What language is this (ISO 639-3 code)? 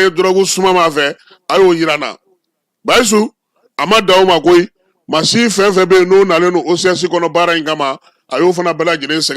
bam